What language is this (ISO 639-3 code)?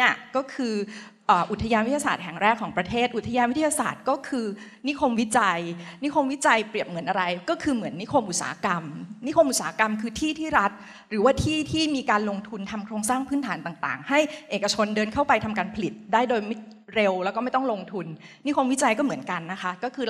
tha